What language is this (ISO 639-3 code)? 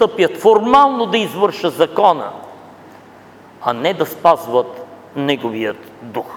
bul